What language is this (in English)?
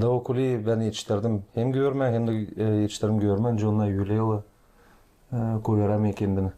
Gagauz